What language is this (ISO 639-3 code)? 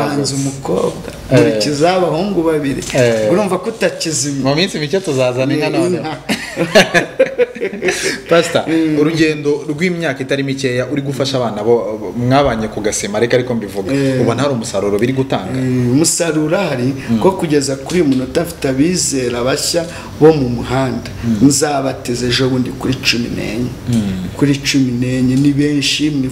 kin